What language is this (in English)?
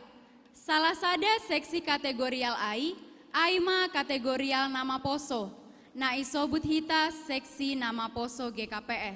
Batak Simalungun